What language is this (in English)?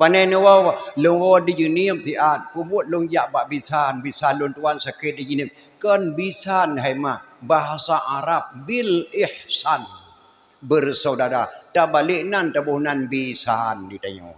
Achinese